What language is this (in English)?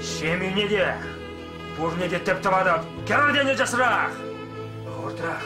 Chuvash